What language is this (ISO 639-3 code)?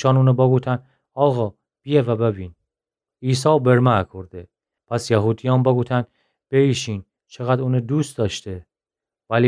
glk